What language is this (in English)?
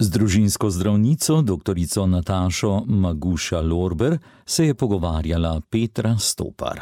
Slovenian